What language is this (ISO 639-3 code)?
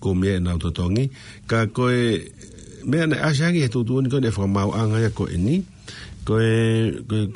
ton